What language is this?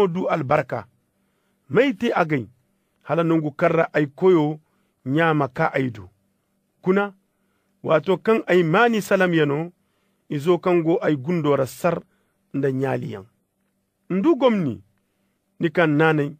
Koyraboro Senni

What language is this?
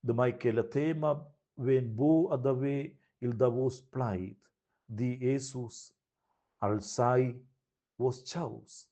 Romansh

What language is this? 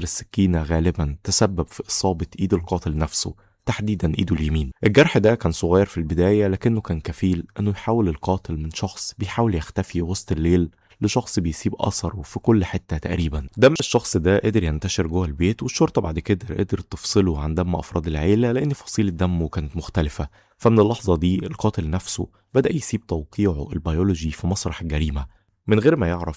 Egyptian Arabic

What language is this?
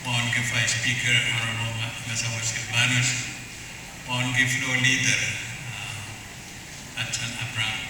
Pohnpeian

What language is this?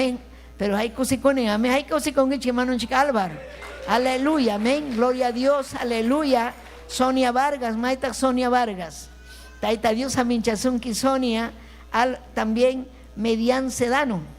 Ayacucho Quechua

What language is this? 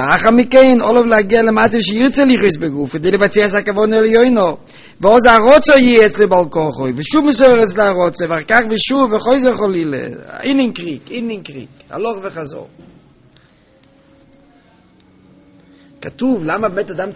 Hebrew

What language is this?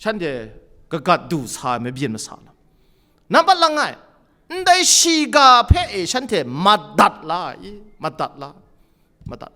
Kachin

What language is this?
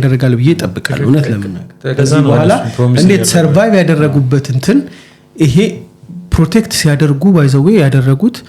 Amharic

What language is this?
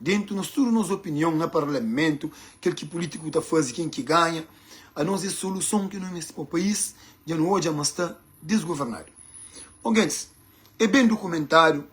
Kabuverdianu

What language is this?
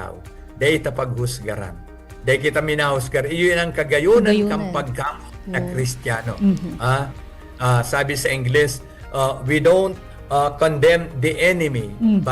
Bikol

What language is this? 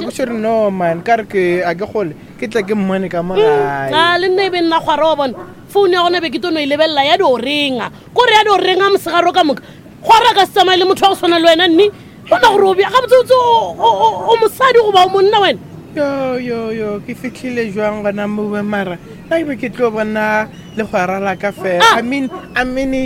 Northern Sotho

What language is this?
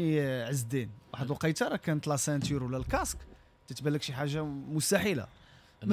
Moroccan Arabic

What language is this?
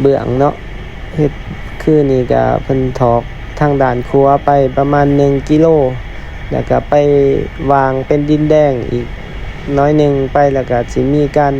Lao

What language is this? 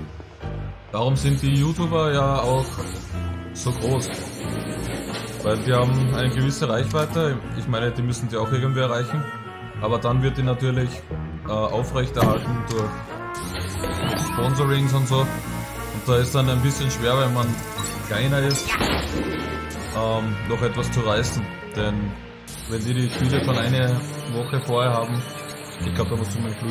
German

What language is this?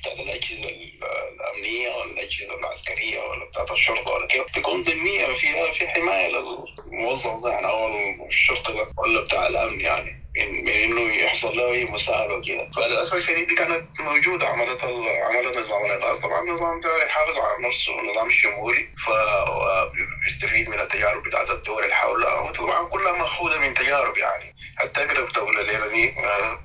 Sudanese Arabic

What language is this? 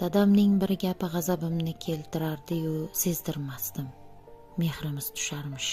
Uzbek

